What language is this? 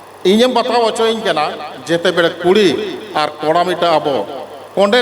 Santali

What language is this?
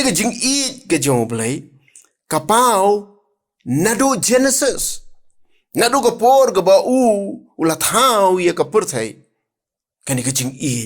Khasi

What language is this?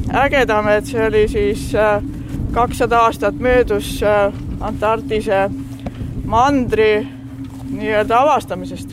Estonian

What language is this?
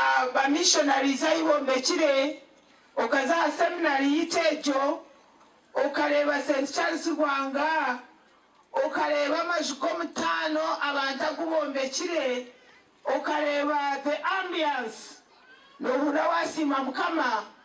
Nyankole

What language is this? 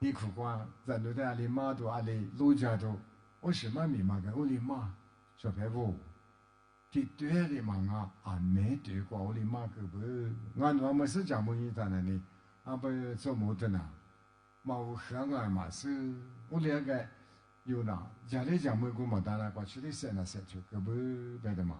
Lisu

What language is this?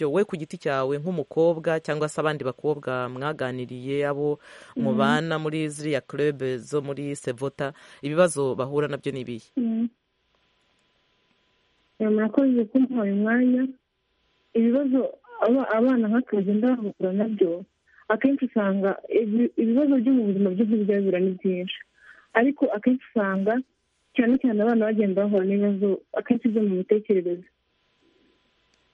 Kinyarwanda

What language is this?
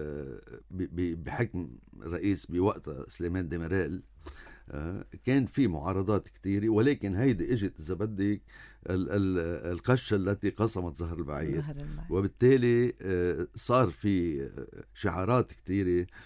North Levantine Arabic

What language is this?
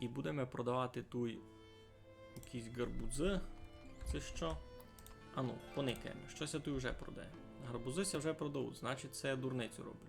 Rusyn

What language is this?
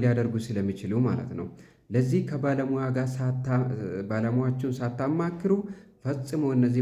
Amharic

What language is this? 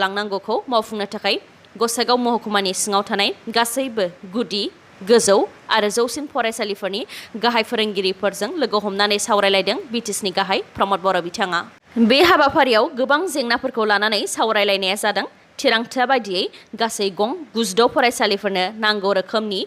Bodo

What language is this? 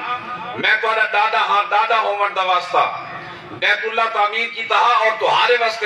Saraiki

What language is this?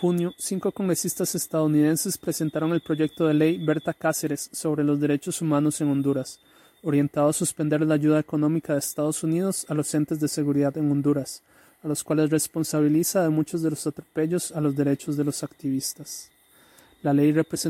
Spanish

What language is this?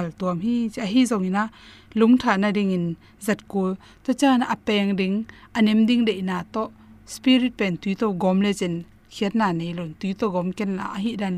Tedim Chin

